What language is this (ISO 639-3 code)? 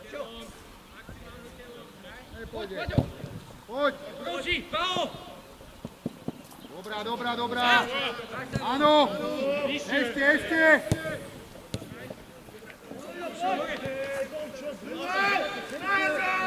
slk